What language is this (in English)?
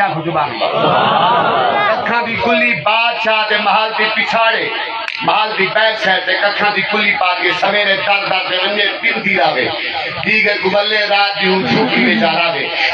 Saraiki